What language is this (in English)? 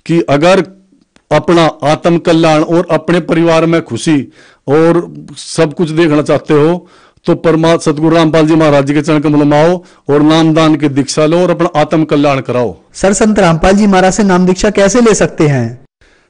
Hindi